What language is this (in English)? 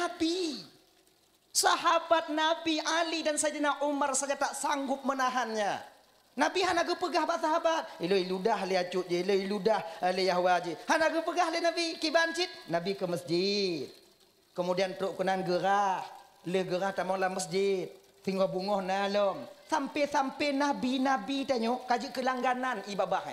Achinese